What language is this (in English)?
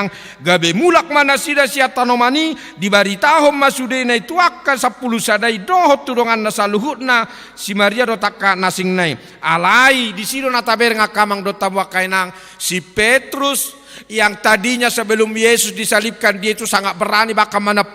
Batak Toba